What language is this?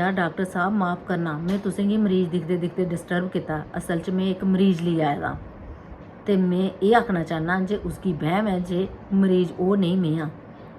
Dogri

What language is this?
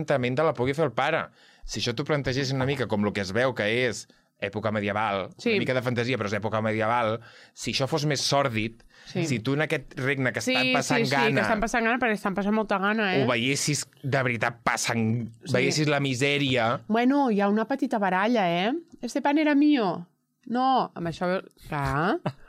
Catalan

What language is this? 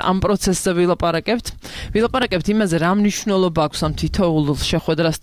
Georgian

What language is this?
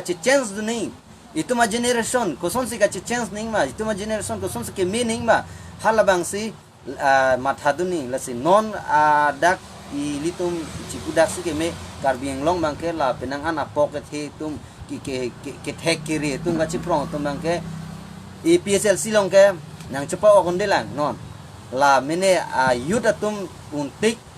Karbi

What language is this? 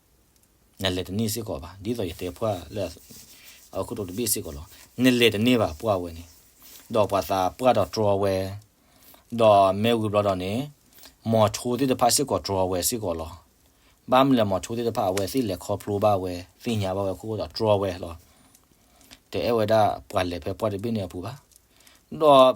S'gaw Karen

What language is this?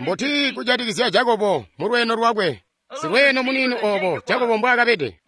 Tonga (Zambia)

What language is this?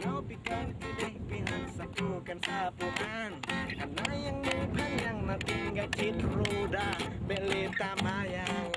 Achinese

